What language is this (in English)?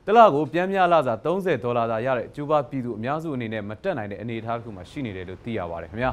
Burmese